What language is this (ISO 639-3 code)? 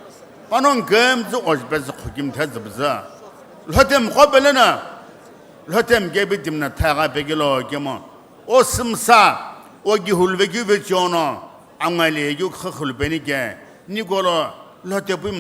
nsm